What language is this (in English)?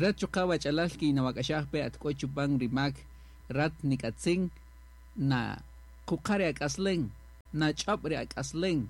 Kaqchikel